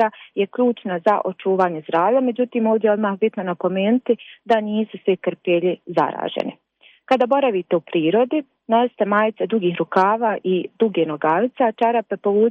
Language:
Bosnian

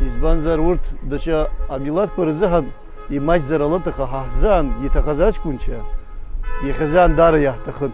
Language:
Abkhazian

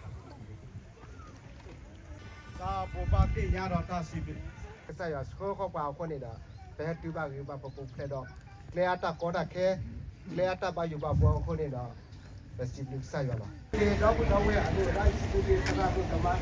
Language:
S'gaw Karen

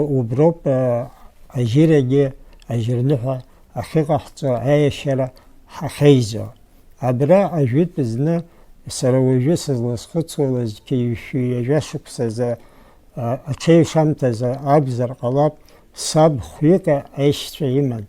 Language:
Abkhazian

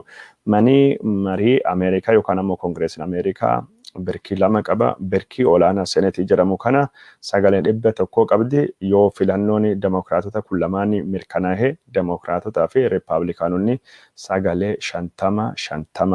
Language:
Oromo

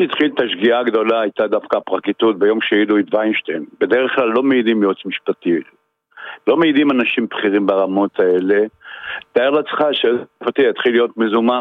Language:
Hebrew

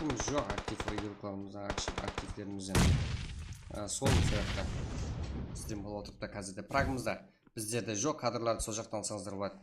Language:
Kara-Kalpak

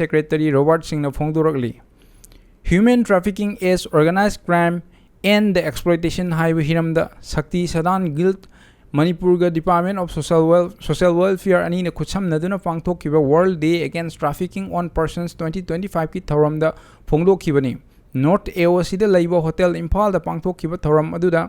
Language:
Manipuri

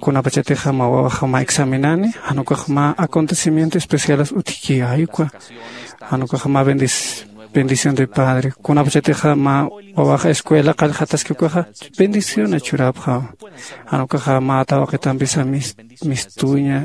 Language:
Aymara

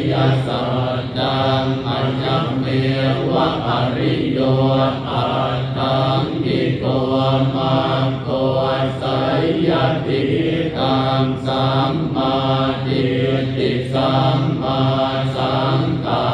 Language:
Pali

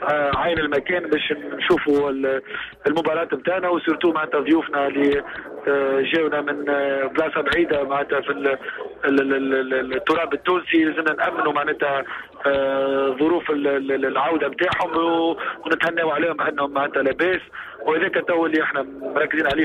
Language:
Tunisian Arabic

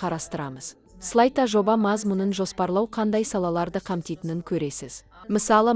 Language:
Kazakh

